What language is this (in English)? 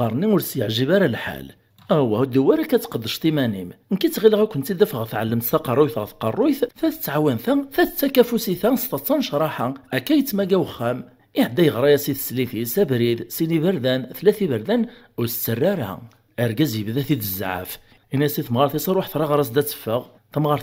Kabyle